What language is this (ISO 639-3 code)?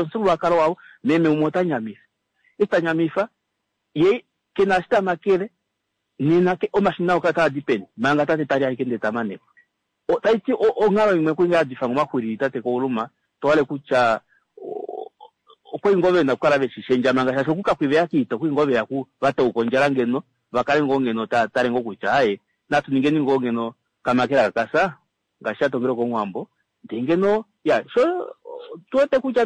kua